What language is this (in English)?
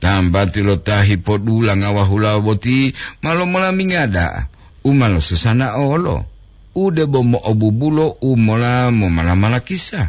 Gorontalo